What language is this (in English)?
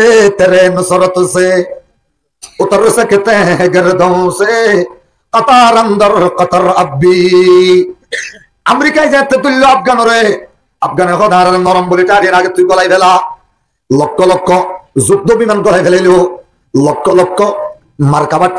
Rohingya